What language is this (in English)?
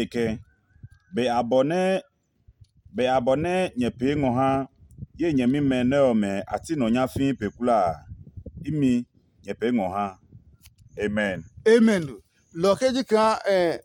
Adangme